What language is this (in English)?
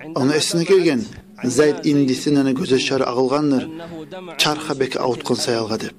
Kumyk